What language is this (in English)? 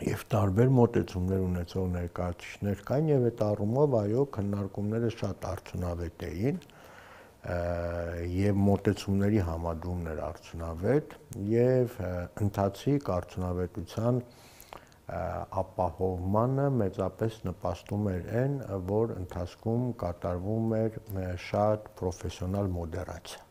Armenian